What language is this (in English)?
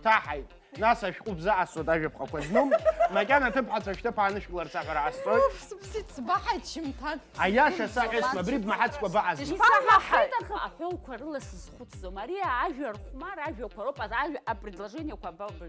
Abkhazian